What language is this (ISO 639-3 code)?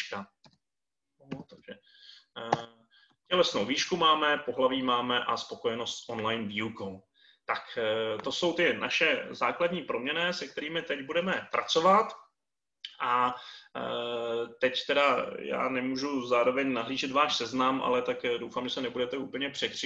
ces